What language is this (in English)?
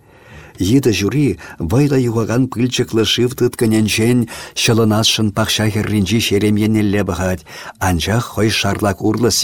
Chuvash